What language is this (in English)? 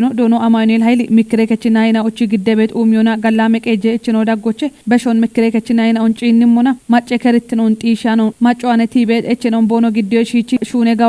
Kafa